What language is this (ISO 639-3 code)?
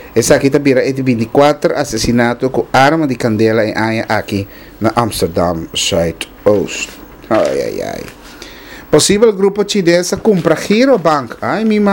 pap